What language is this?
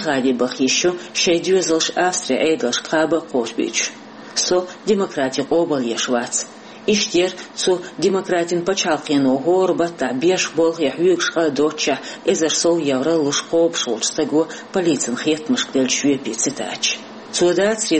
Chechen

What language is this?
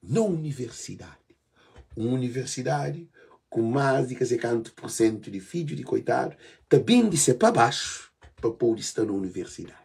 Kabuverdianu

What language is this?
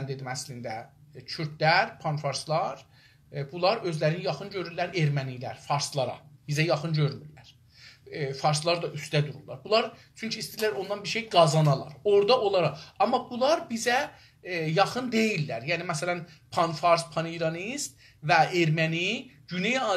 South Azerbaijani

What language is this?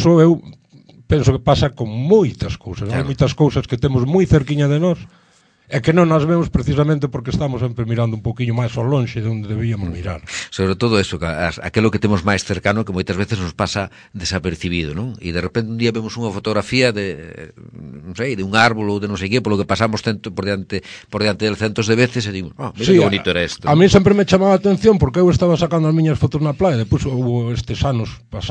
Galician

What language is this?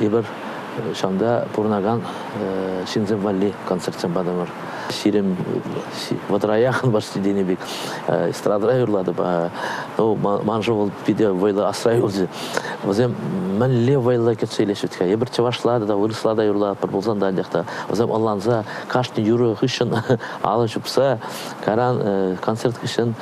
Chuvash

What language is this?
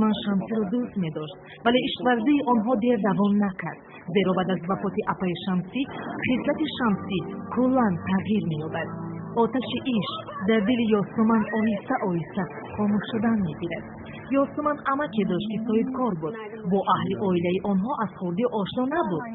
Tajik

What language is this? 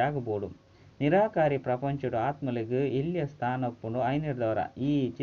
Tulu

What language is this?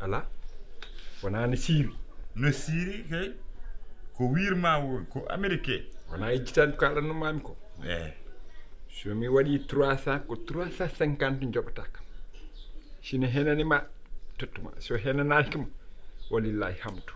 Fula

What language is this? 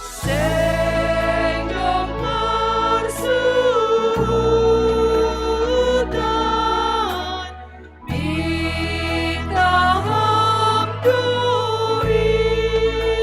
Batak Simalungun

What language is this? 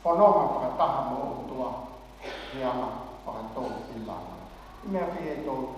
Tongan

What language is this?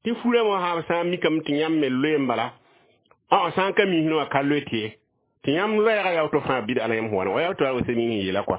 Mossi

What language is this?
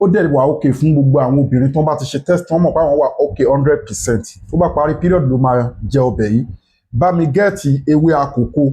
Yoruba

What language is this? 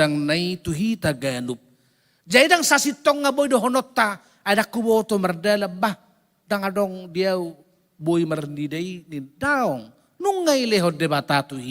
Batak Toba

